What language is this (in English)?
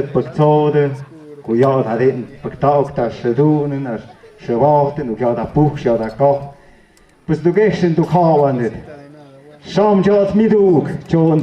Tlahuitoltepec Mixe